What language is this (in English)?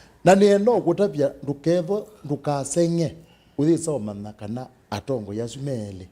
Kamba